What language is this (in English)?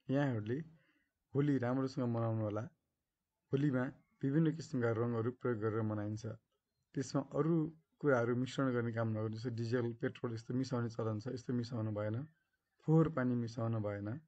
Nepali